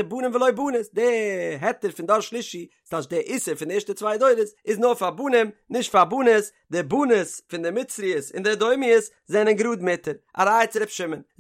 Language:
Yiddish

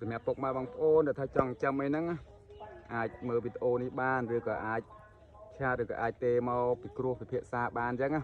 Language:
Khmer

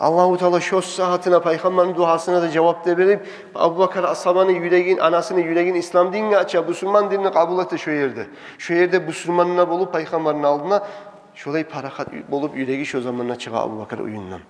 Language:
Kumyk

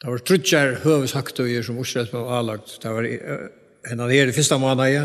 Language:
Faroese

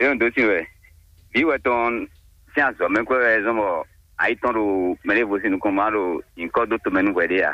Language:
Fon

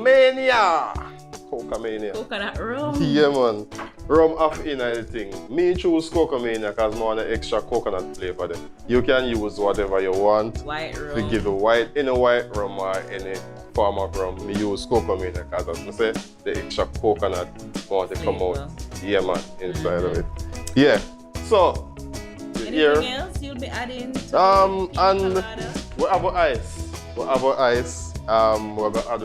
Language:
Jamaican Creole English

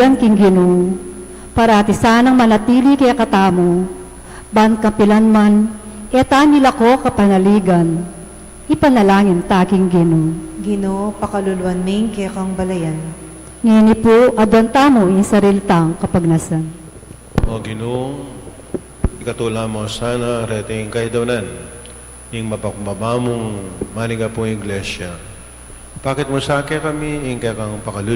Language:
Pampanga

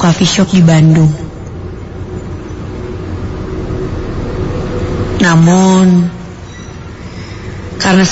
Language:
Indonesian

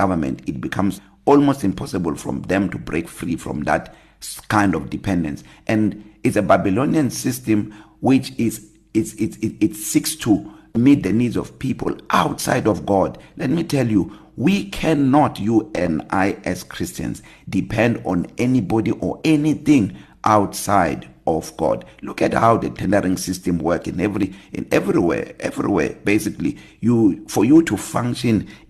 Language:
English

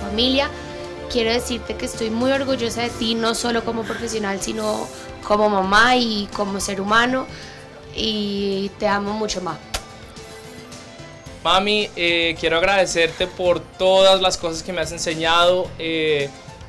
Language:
Spanish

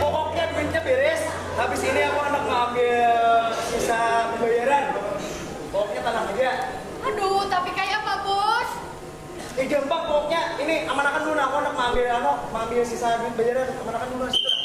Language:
Banjar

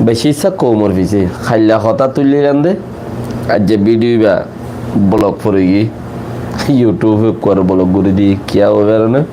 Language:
Rohingya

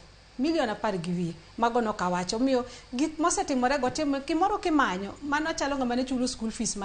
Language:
Luo (Kenya and Tanzania)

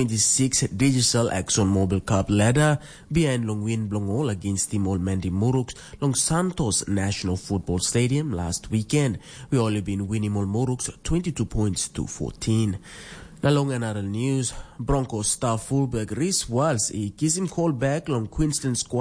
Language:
Tok Pisin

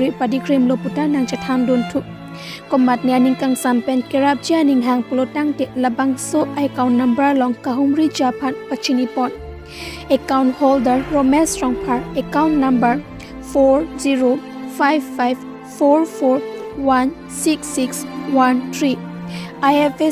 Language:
Karbi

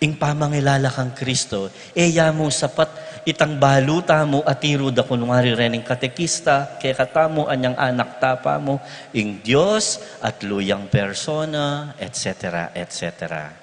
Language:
Pampanga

